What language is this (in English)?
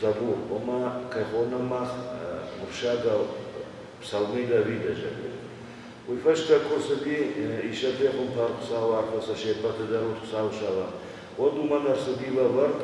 Ossetic